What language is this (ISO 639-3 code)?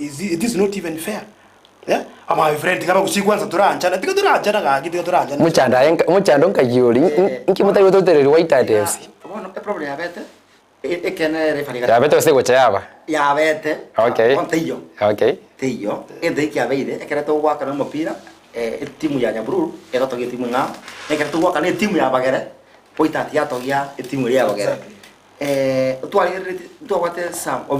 guz